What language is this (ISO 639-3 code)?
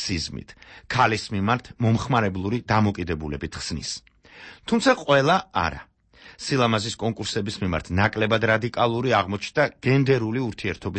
kat